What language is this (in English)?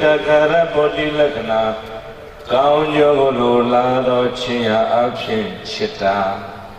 Burmese